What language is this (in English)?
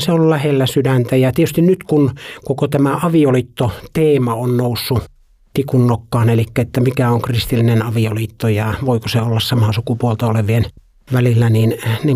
Finnish